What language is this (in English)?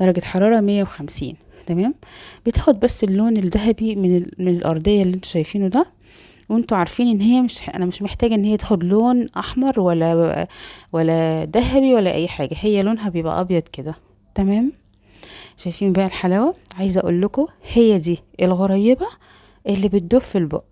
Egyptian Arabic